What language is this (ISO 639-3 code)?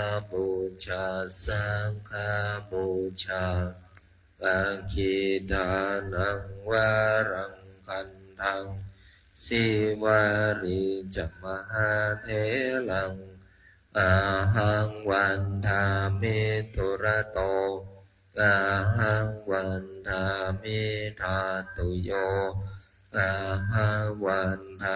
pli